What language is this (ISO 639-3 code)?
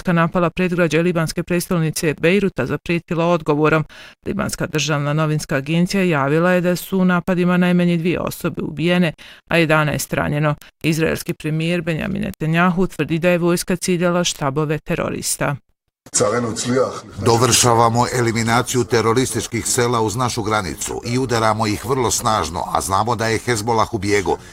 bos